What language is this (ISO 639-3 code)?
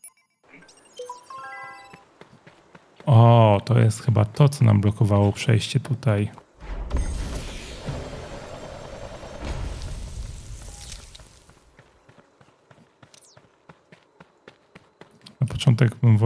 pol